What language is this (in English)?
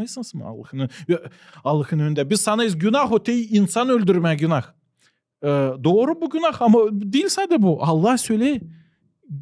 Gagauz